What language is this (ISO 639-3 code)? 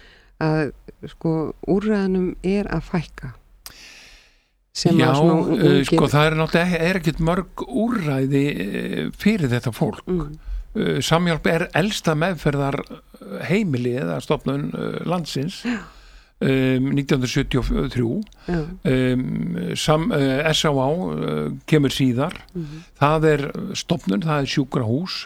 isl